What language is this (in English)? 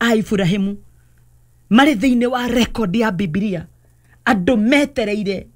Kikuyu